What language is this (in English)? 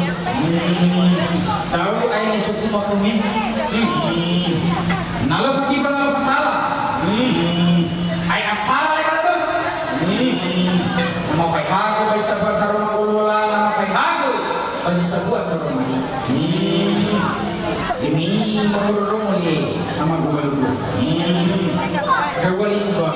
Nias